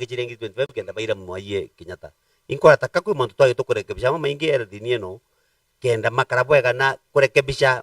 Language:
Meru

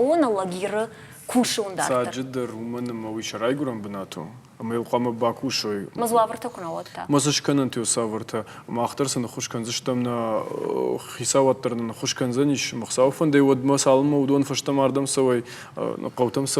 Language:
Ossetic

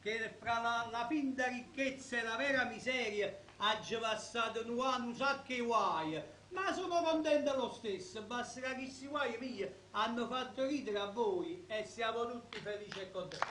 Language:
Neapolitan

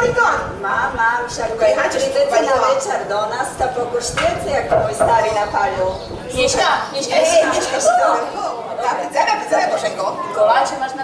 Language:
Slovak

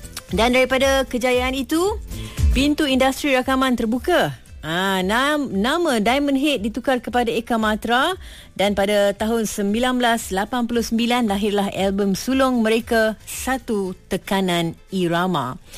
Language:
Malay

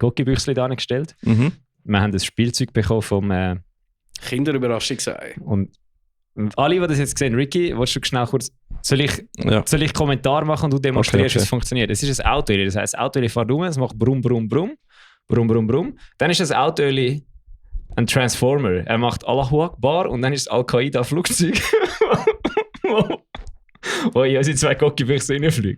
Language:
Swiss German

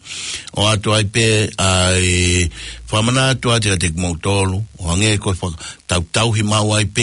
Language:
Tongan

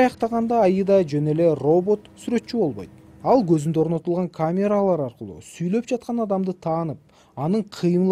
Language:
Kyrgyz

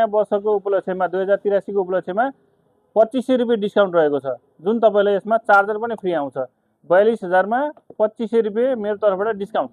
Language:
Nepali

